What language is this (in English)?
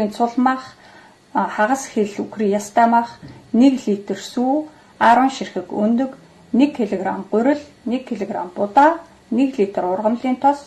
Mongolian